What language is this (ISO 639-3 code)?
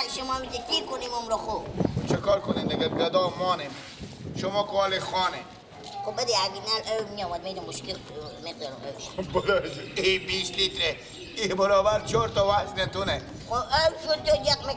fas